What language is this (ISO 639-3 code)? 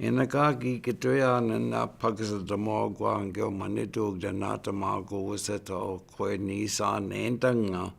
ciw